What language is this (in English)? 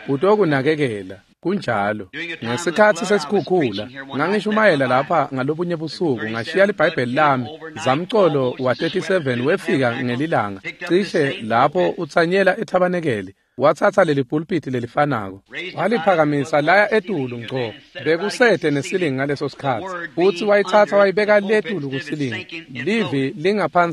Swati